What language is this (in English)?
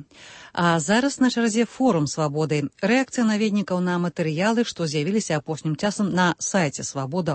Belarusian